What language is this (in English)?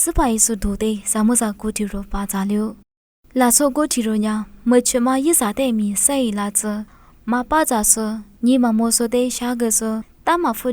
Lisu